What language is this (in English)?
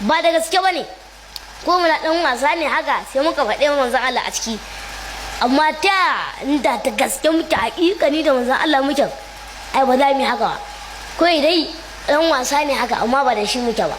Hausa